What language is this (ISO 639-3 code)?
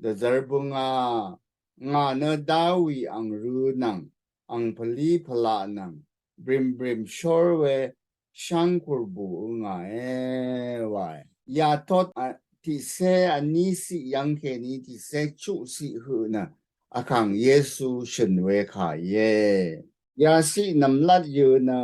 raw